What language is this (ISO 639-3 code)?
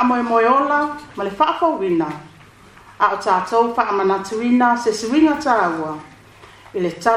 smo